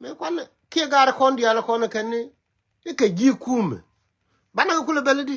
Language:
Nuer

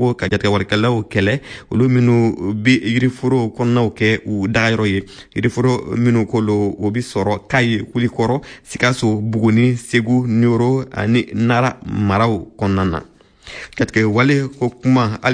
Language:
Bambara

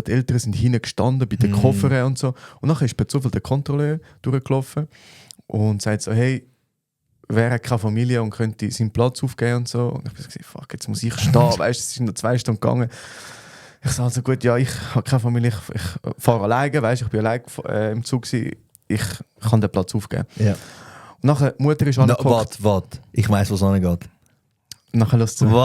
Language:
Swiss German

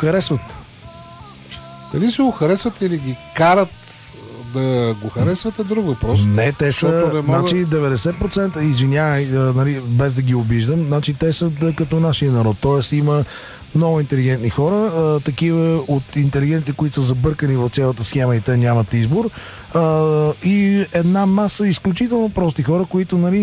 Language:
Bulgarian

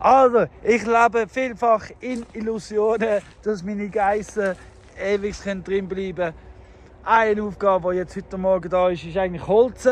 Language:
Swiss German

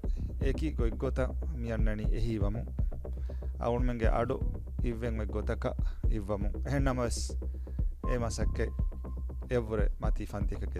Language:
Divehi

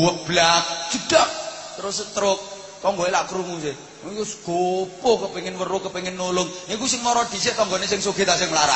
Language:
Javanese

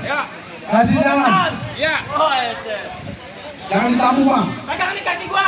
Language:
Betawi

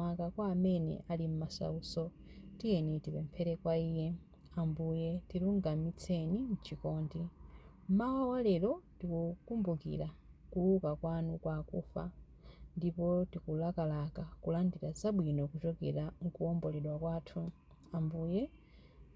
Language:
Nyanja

